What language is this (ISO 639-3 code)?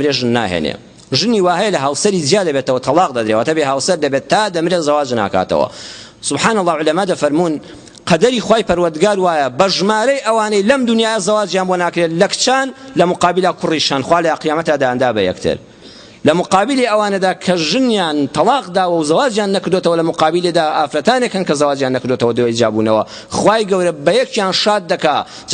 ckb